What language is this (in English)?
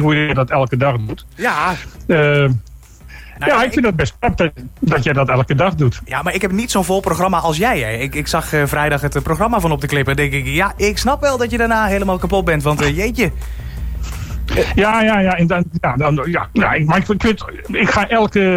Dutch